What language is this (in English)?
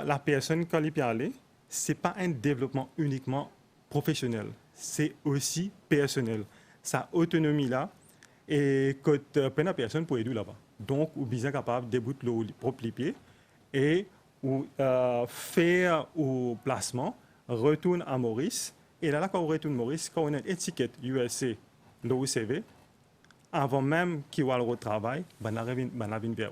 Morisyen